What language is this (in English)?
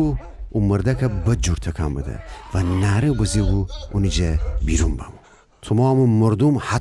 Gilaki